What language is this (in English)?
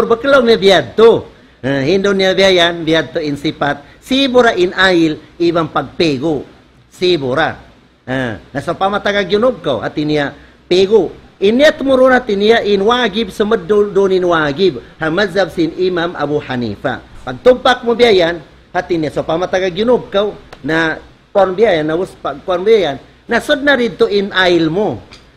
Tausug